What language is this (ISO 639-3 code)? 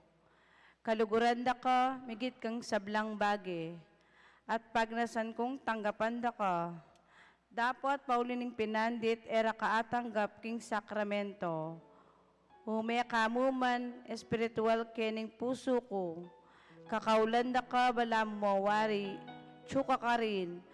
pam